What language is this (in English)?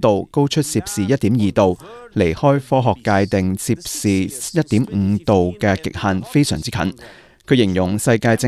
Cantonese